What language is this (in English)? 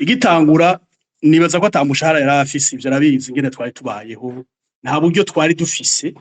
Rundi